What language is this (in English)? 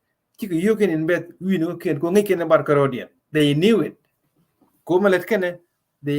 Nuer